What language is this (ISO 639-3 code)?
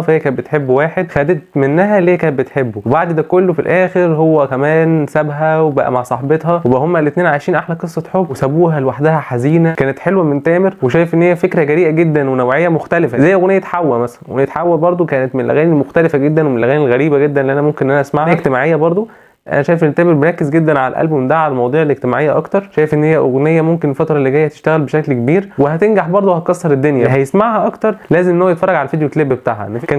arz